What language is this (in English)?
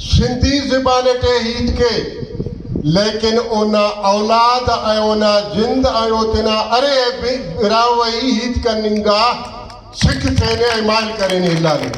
Brahui